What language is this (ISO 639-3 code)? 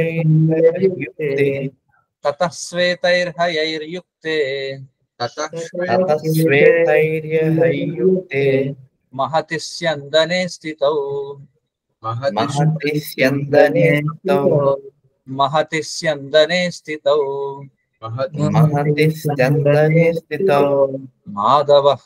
tel